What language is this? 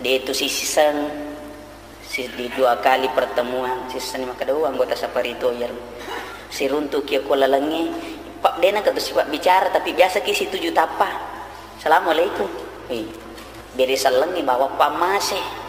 Buginese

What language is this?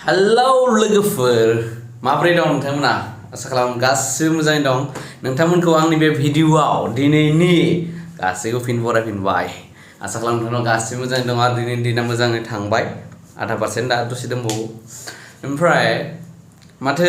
Bodo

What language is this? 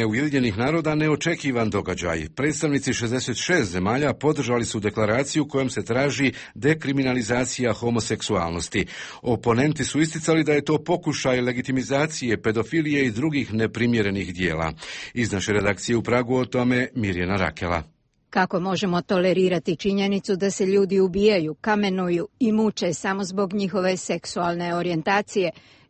Croatian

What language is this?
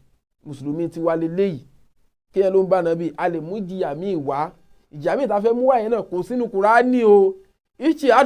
Yoruba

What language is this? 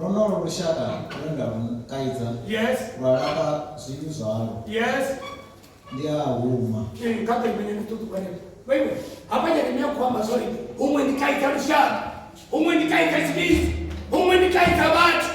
Venda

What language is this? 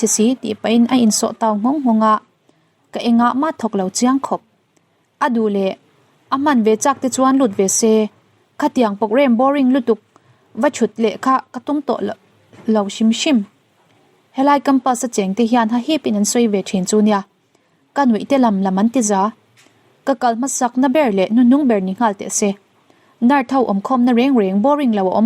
Mizo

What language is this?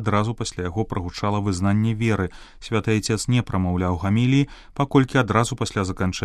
Belarusian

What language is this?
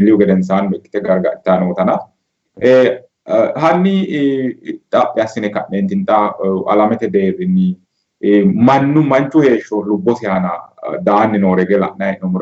Sidamo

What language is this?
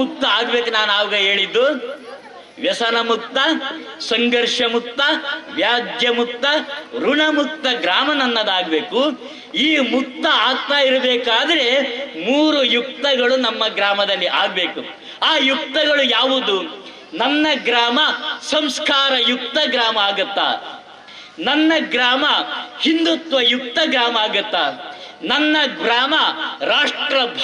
Kannada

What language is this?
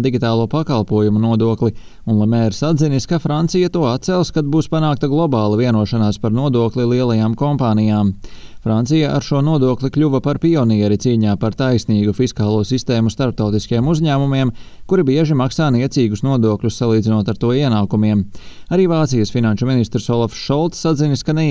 Latvian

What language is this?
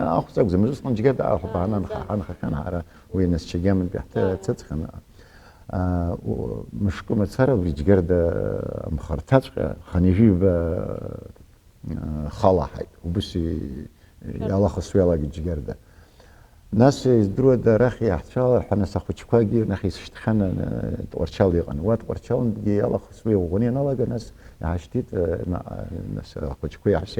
Abkhazian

